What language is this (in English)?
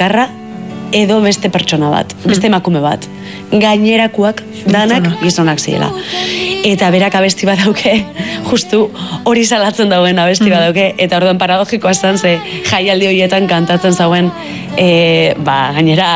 Basque